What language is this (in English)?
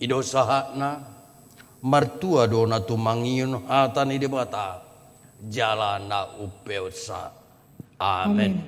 Batak Toba